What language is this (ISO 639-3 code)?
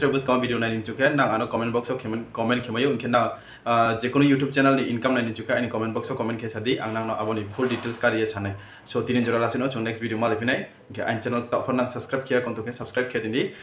ria